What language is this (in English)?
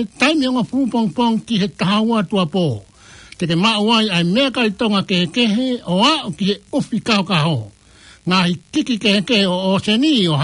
Tongan